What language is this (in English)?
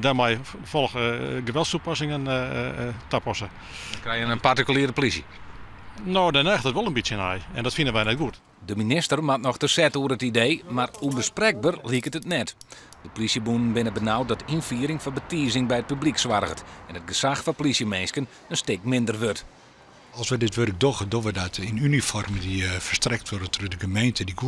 Western Frisian